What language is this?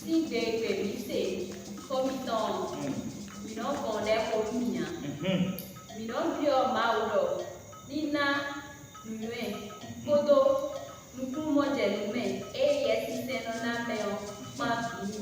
Fon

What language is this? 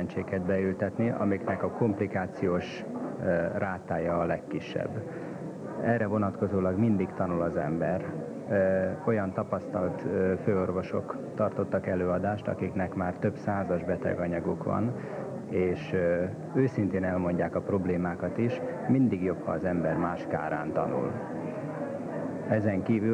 Hungarian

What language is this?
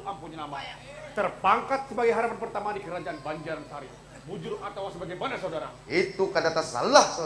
Banjar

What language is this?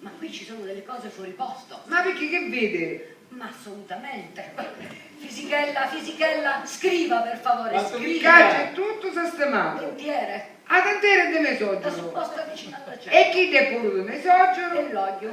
Sicilian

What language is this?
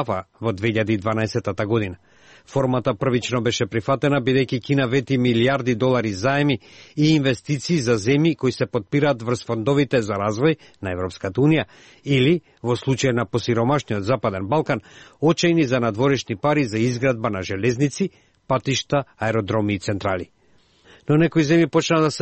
Macedonian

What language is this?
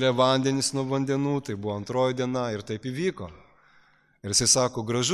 Lithuanian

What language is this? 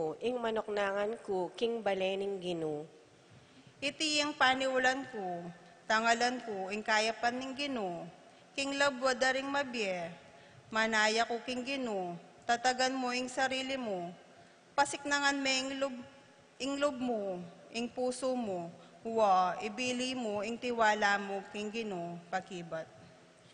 Pampanga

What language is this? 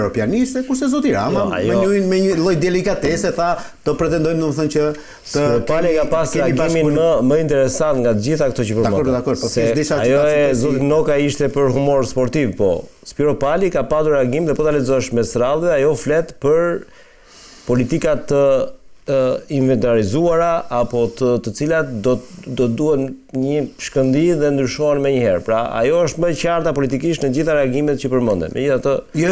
Albanian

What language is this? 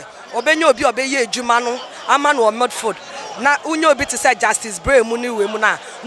Akan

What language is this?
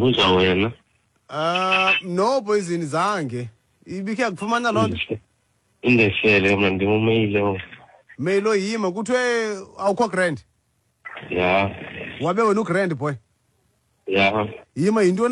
Xhosa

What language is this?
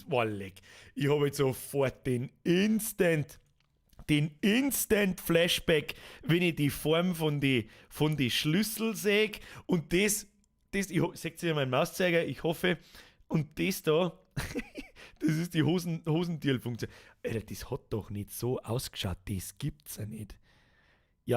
Bavarian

